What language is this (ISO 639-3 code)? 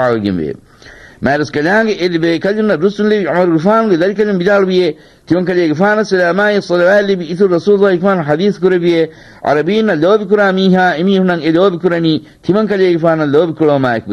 div